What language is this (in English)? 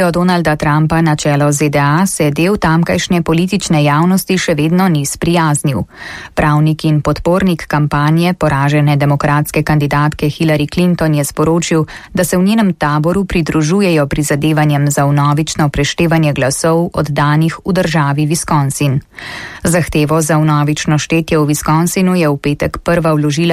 Slovenian